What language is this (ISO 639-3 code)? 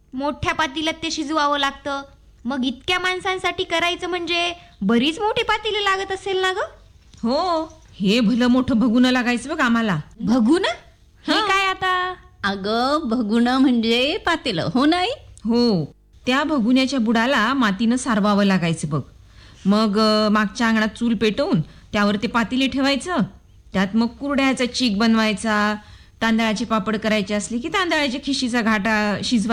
mar